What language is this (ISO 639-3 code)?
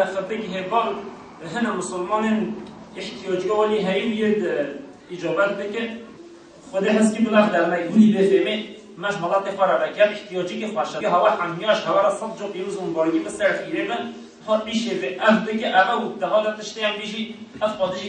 kur